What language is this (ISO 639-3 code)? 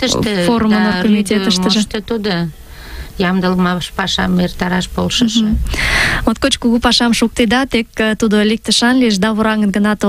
chm